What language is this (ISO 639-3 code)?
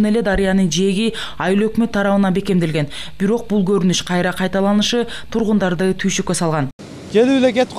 kir